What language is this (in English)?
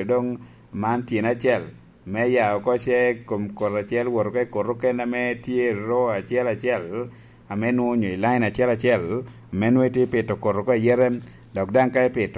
Lango (Uganda)